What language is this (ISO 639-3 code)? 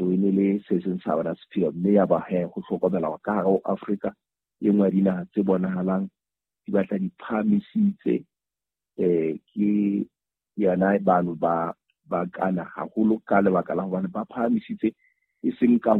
sot